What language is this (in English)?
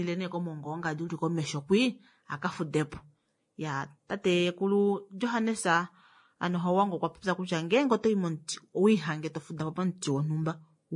Kuanyama